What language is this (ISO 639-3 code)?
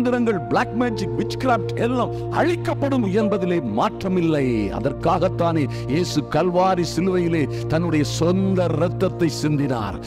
tam